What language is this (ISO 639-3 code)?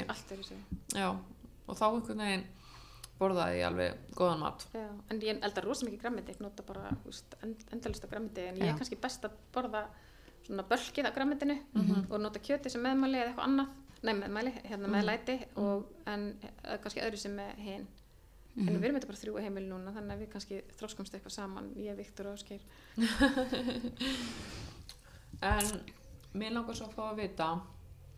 isl